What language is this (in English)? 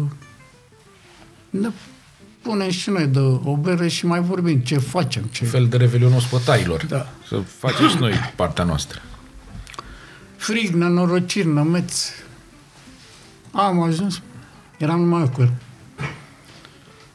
Romanian